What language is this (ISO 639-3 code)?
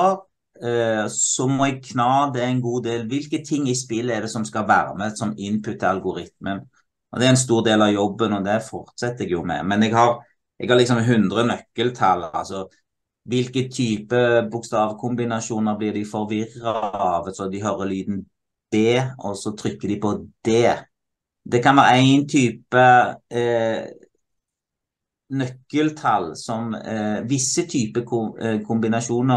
nor